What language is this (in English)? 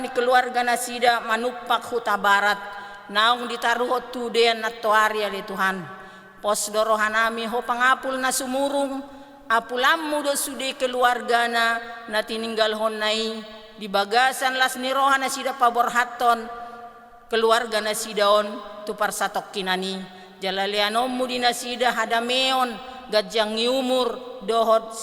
Batak Toba